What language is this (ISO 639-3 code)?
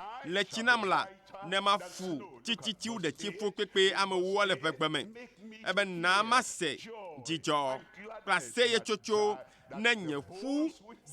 ewe